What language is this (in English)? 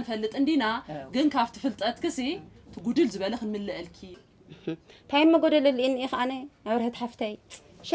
Tigrinya